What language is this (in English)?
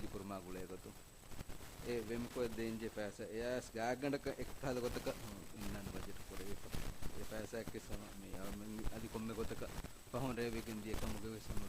Divehi